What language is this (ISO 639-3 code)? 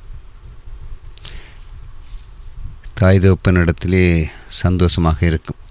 tam